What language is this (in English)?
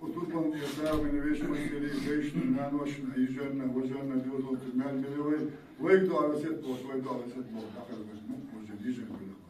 Chechen